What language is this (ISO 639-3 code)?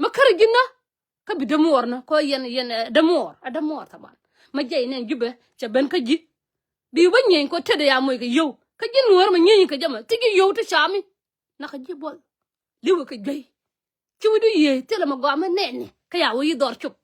nus